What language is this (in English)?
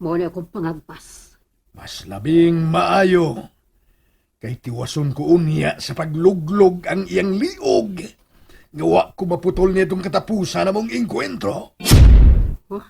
Cebuano